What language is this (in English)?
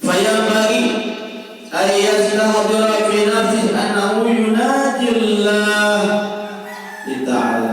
Sasak